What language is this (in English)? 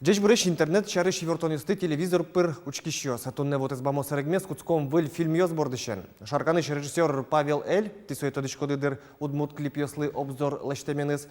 Udmurt